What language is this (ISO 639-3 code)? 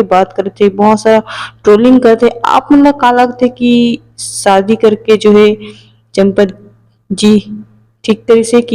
hne